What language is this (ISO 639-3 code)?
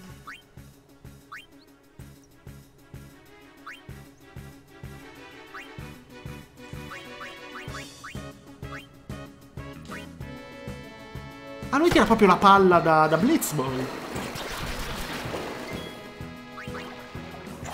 ita